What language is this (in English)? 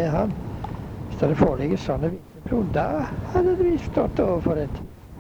Norwegian